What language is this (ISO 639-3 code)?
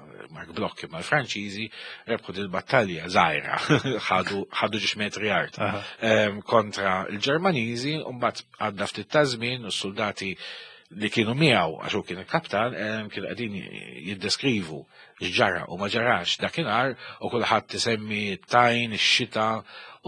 mlt